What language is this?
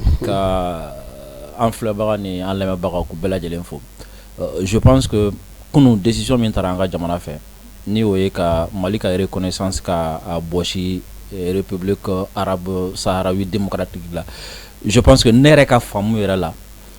Bambara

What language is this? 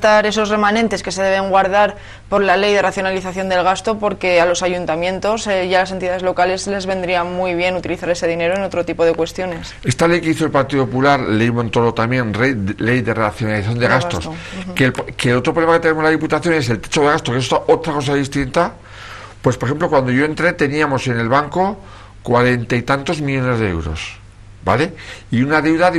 Spanish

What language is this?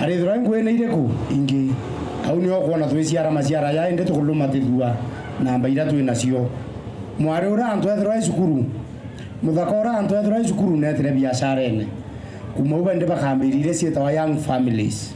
Meru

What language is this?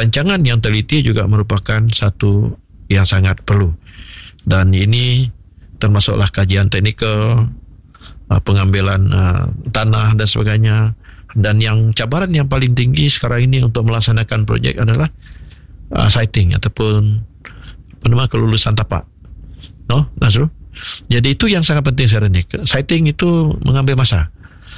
Malay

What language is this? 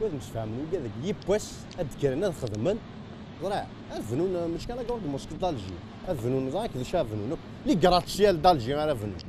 Kabyle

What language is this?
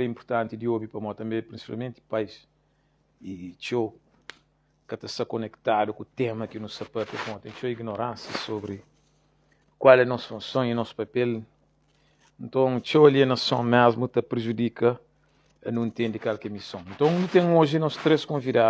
Kabuverdianu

